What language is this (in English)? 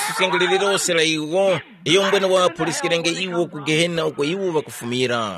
Tumbuka